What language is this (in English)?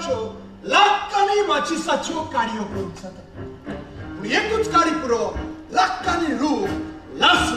Konkani